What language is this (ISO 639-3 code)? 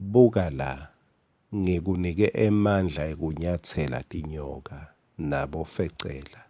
ssw